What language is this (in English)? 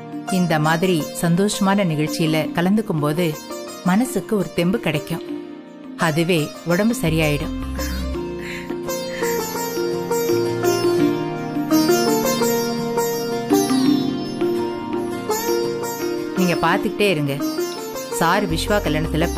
Tamil